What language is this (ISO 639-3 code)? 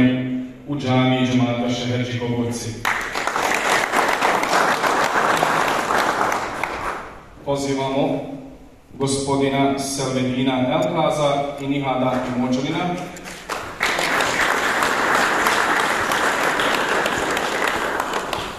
bos